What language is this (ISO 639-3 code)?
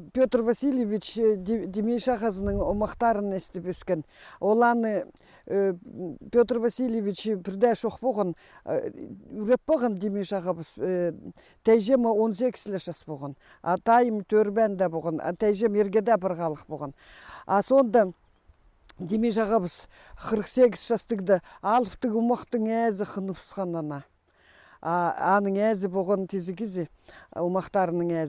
kjh